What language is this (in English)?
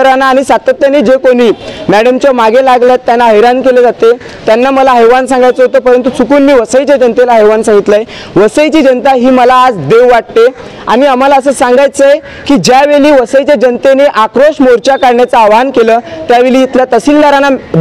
Marathi